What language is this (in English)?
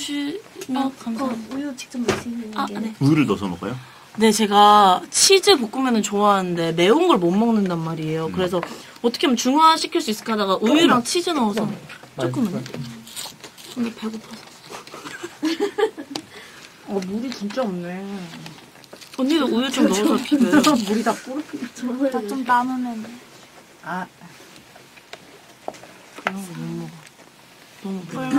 Korean